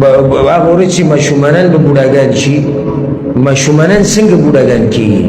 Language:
Pashto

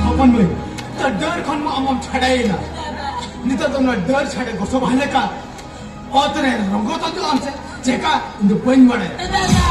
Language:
Santali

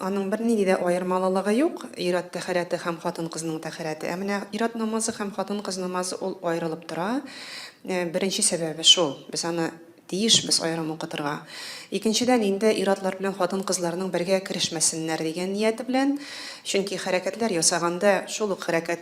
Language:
Tatar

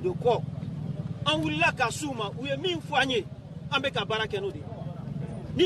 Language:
Bambara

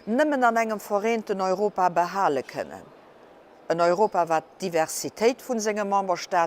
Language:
Luxembourgish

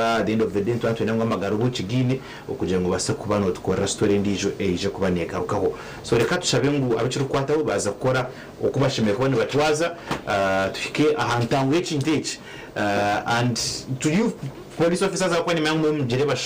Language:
Nyankole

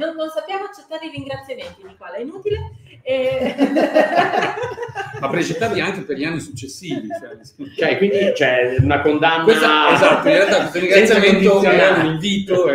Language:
Italian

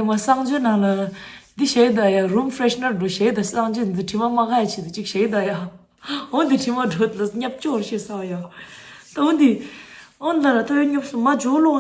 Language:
Tibetan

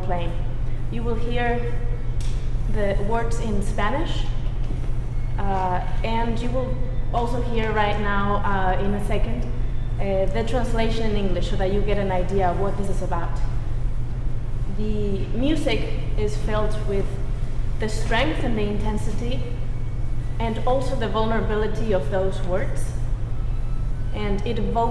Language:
English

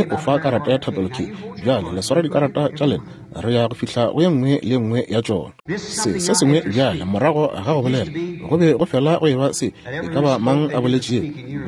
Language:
Northern Sotho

